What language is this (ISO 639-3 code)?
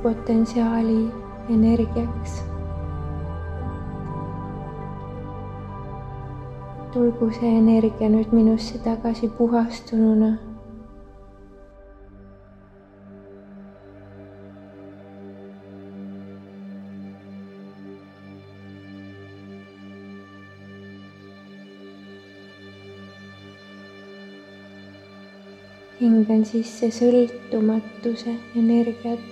est